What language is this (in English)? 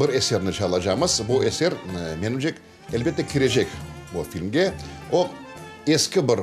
Crimean Tatar